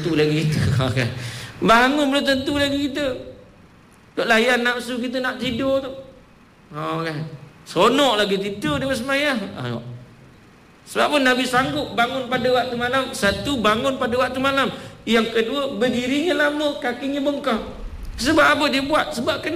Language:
Malay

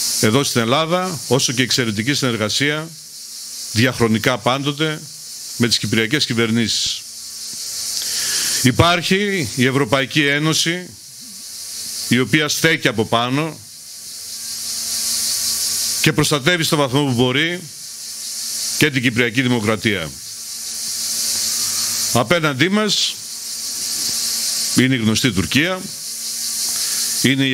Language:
Greek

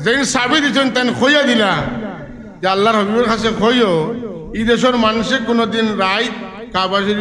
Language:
Sylheti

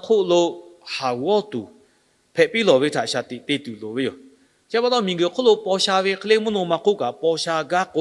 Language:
Lahu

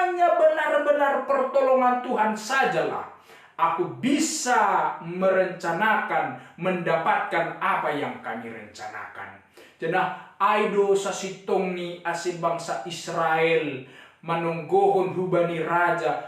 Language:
Batak Simalungun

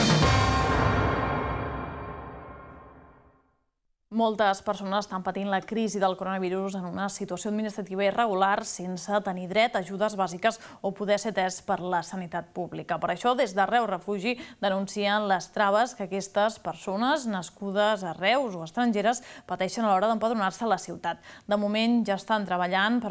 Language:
Catalan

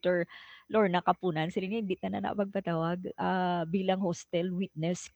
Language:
Hiligaynon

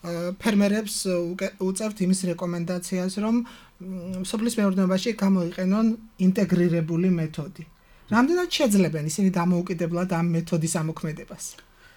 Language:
Georgian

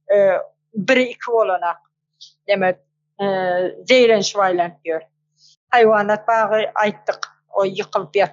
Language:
Turkmen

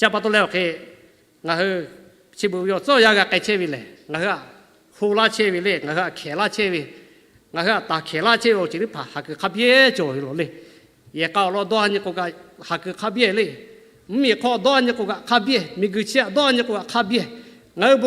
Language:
Lahu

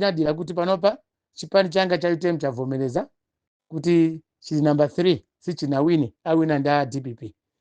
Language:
Nyanja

